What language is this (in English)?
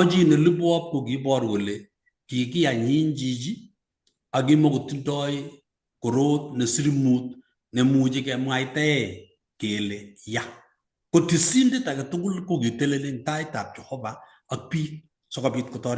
Kalenjin